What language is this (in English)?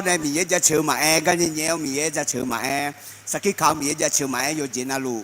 Akha